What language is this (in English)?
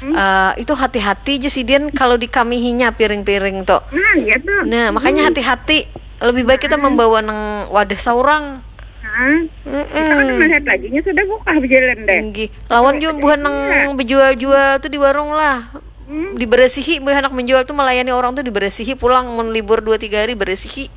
Banjar